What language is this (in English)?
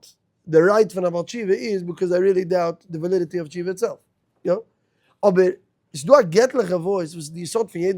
Yiddish